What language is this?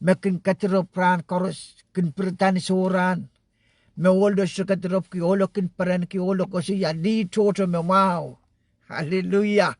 Pohnpeian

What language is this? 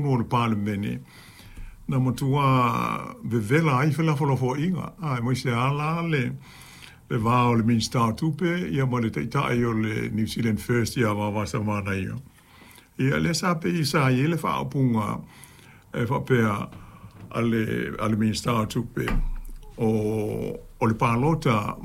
Samoan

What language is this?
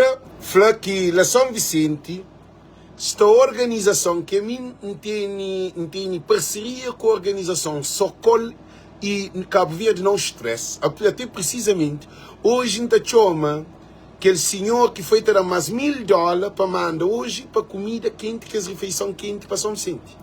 Kabuverdianu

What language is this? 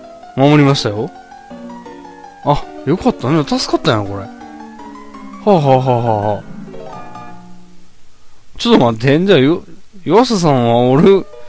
Japanese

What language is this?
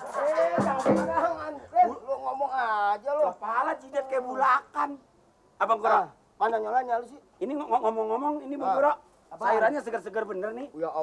Betawi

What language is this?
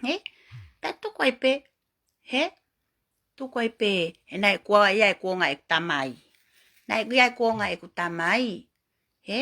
Tongan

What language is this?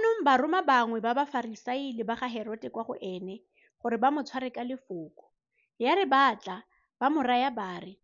Tswana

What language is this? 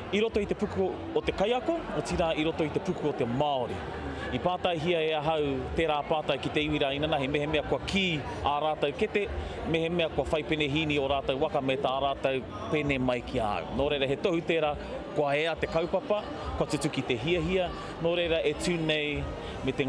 Māori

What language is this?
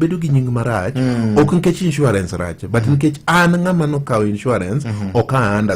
Luo (Kenya and Tanzania)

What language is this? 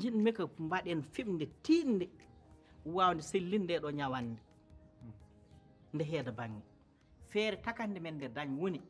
Fula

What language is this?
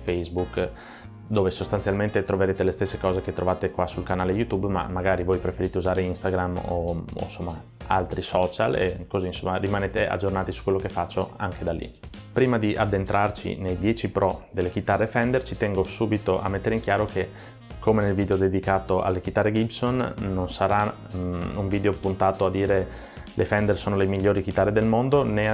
Italian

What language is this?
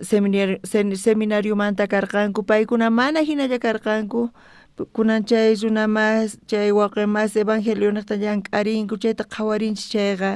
South Bolivian Quechua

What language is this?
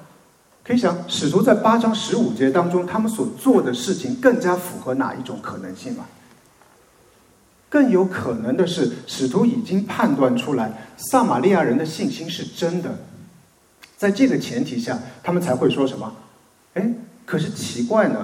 Chinese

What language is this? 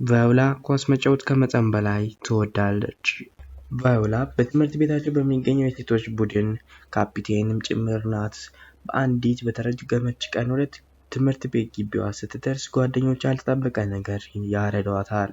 Amharic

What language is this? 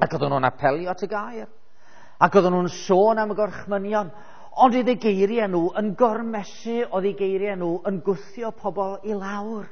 Welsh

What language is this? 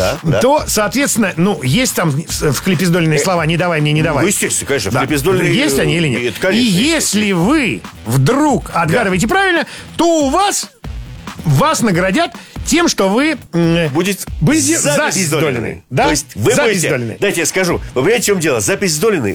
Russian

